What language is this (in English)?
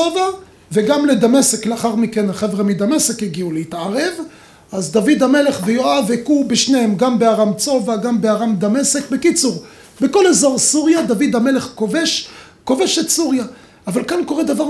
Hebrew